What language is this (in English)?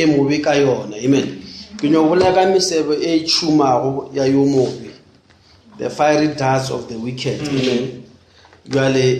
Northern Sotho